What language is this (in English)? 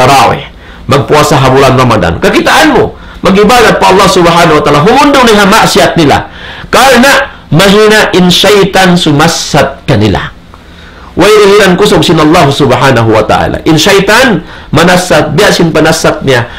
Tausug